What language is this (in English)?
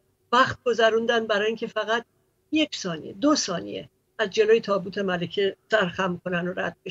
Persian